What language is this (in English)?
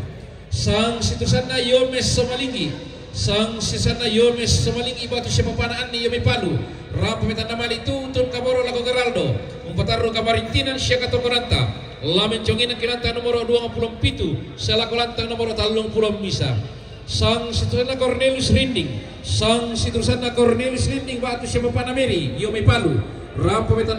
Toraja-Sa'dan